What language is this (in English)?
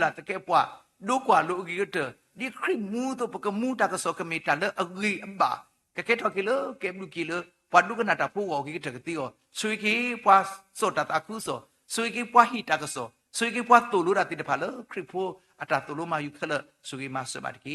S'gaw Karen